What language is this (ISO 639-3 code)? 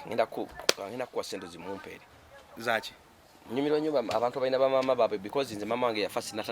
lug